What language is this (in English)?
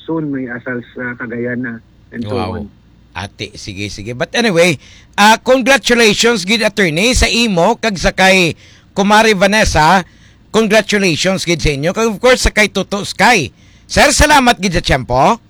Hiligaynon